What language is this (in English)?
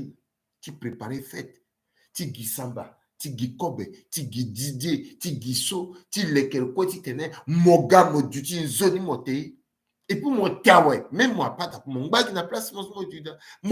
Sango